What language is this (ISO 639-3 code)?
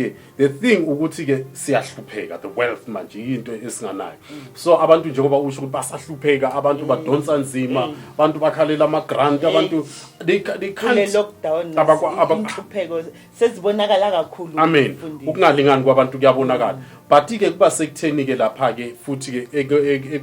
zul